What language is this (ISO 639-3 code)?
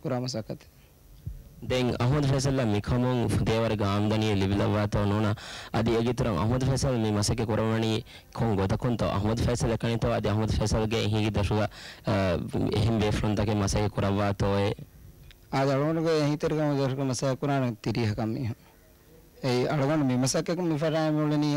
div